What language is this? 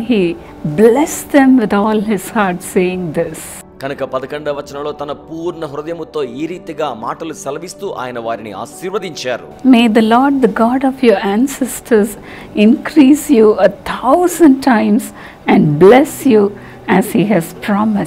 Telugu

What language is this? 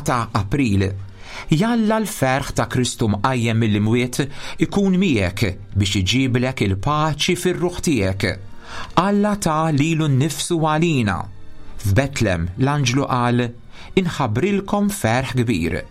Maltese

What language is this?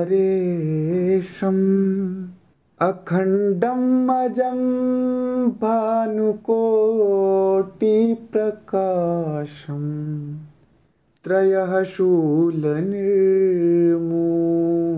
Sanskrit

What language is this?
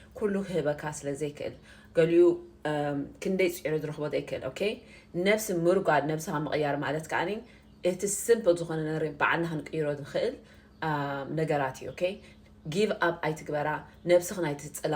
Tigrinya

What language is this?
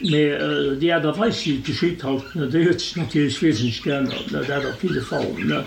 Luxembourgish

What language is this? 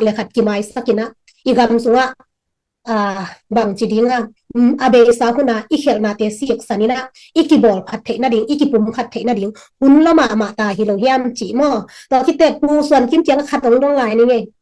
Tedim Chin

